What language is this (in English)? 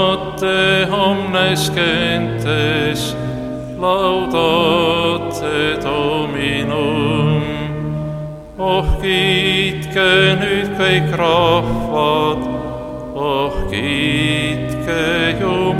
Estonian